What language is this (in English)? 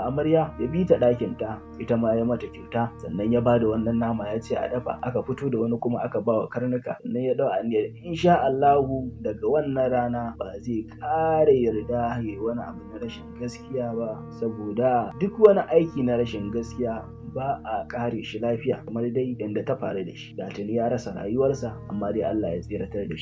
Hausa